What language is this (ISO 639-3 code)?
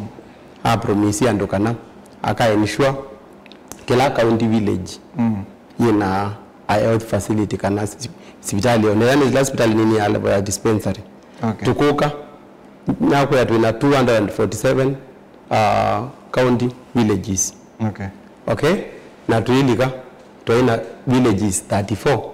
kam